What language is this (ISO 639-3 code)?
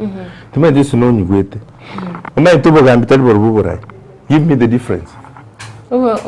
guz